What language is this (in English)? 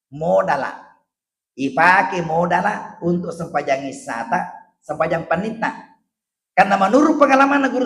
Buginese